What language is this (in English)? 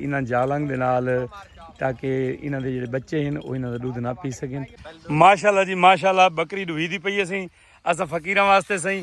Saraiki